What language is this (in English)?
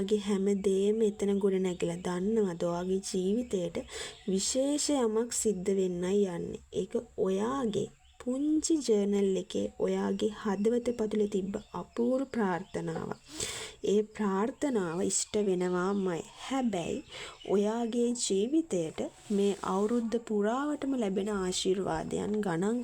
Sinhala